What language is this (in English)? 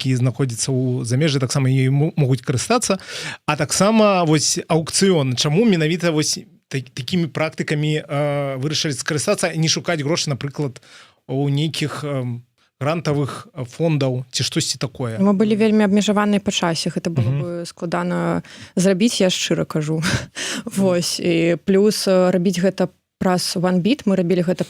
Belarusian